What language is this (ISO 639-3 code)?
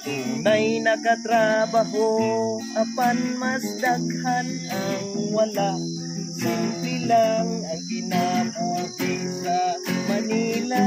ceb